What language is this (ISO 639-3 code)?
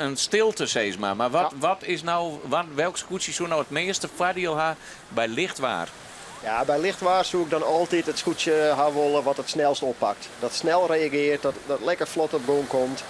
fry